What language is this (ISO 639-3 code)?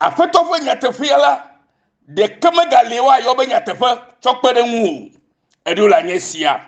ewe